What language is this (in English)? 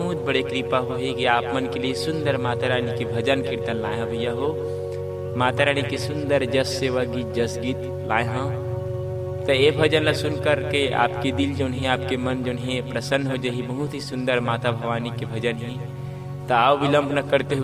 Chhattisgarhi